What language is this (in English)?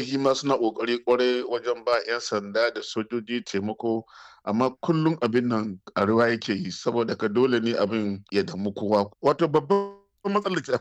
Hausa